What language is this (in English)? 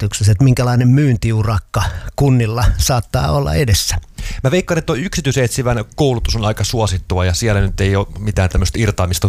Finnish